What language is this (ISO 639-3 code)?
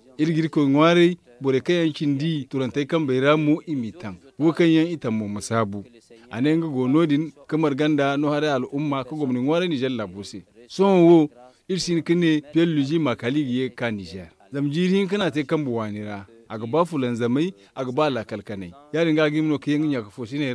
dje